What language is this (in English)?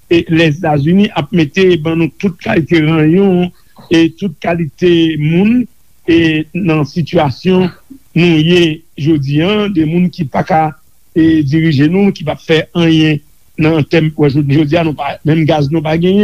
Haitian Creole